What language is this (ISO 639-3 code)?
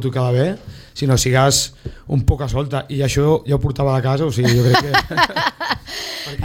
cat